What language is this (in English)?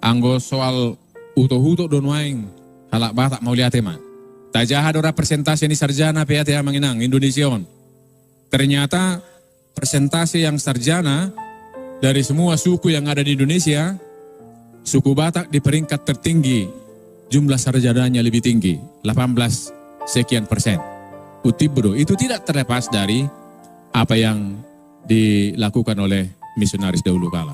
Batak Toba